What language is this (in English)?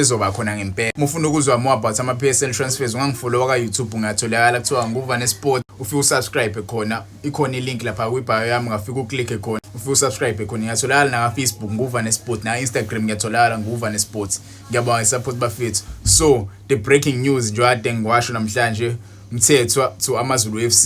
Zulu